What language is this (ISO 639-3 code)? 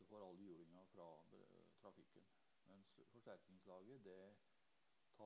nor